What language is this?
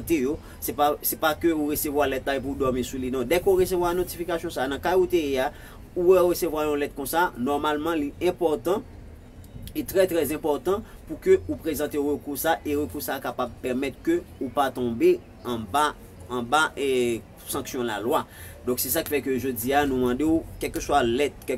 Haitian Creole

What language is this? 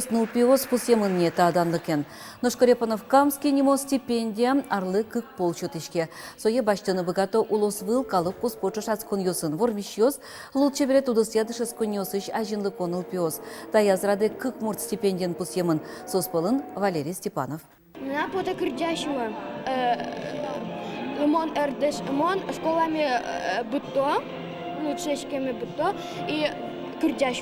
Udmurt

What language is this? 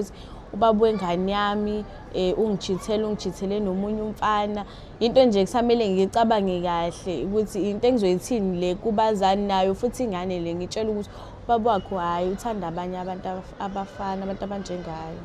Zulu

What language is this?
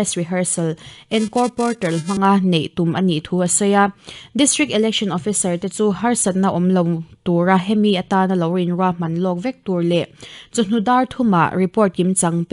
Mizo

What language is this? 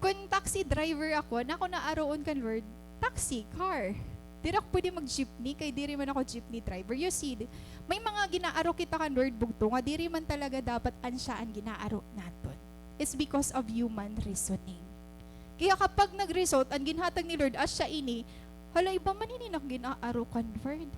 Waray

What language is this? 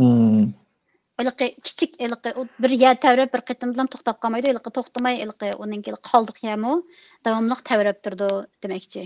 Uyghur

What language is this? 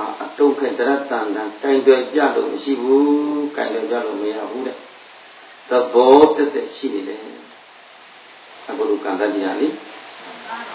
Burmese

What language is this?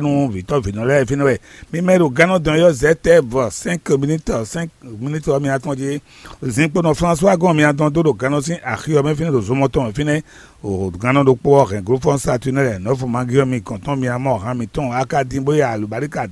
Fon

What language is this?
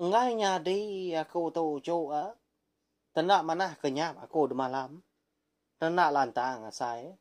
Iban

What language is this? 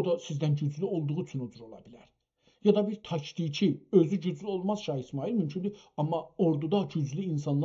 South Azerbaijani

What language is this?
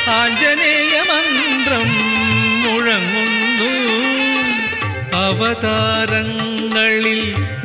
Malayalam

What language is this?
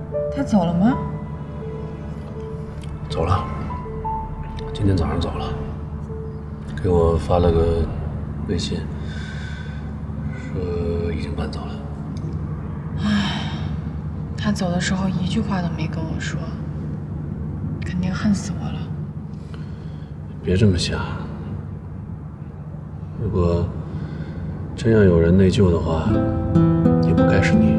Chinese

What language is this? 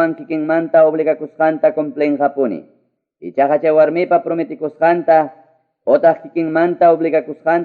Ayacucho Quechua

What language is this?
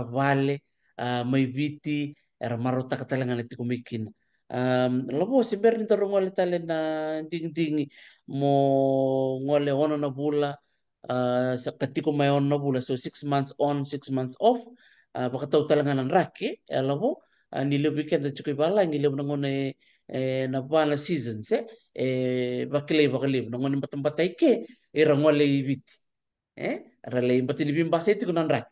Fijian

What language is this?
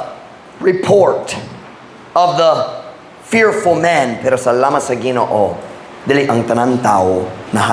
Cebuano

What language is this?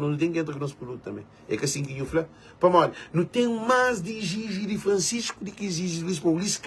Kabuverdianu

